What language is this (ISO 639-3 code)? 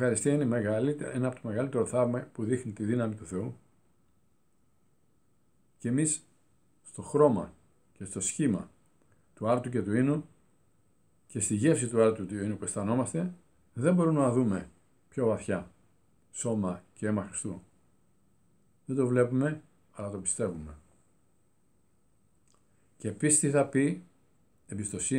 ell